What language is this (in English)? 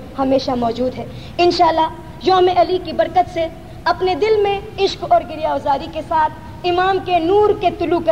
Urdu